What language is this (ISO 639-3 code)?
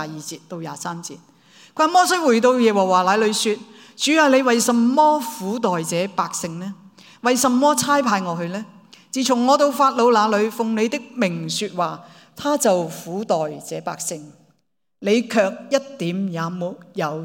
yue